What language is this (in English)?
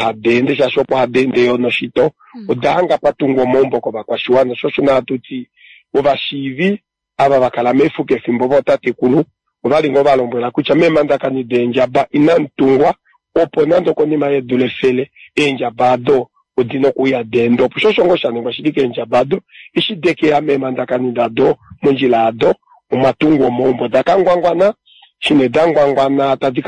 Kuanyama